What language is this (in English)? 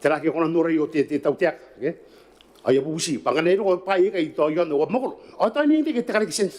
Gilbertese